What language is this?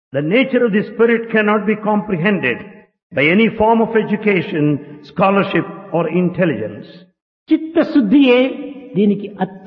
Telugu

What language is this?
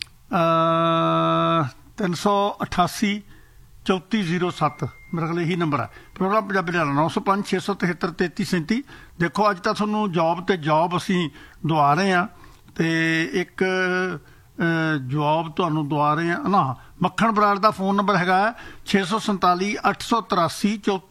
Punjabi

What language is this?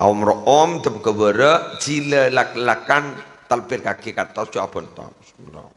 Madurese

